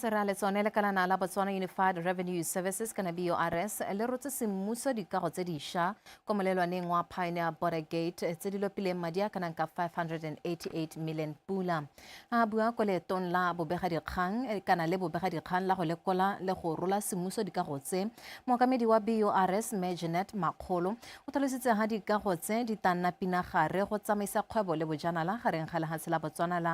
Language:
Tswana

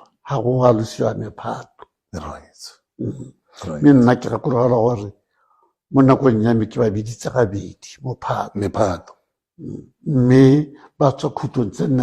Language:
Tswana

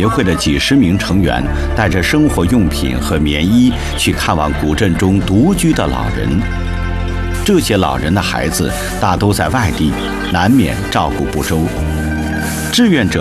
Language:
Chinese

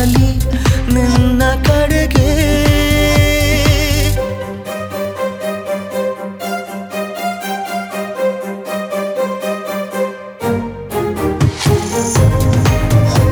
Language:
Kannada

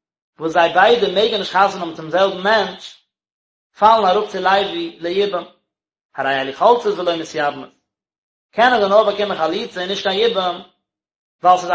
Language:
Yiddish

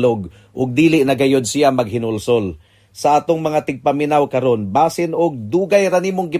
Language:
Cebuano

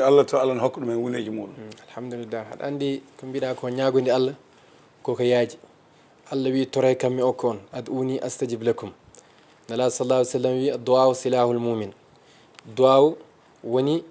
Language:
Fula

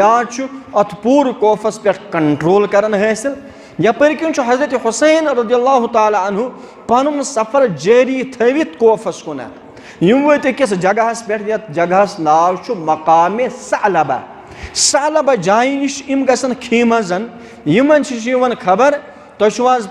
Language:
Kashmiri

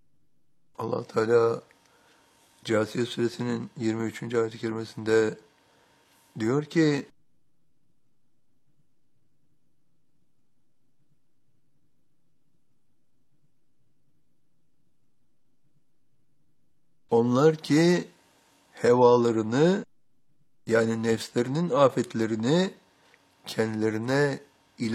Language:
Turkish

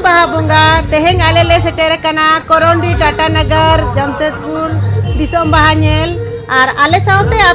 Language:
Santali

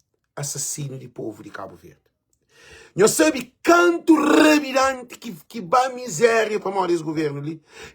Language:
Kabuverdianu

